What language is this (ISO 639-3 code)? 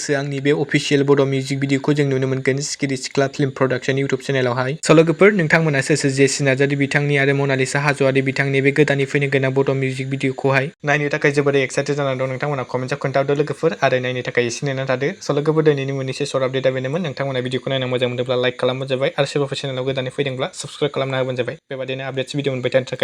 brx